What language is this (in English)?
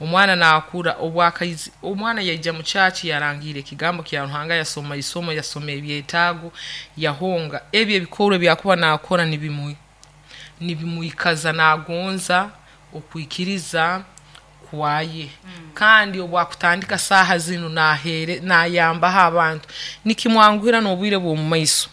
Nyoro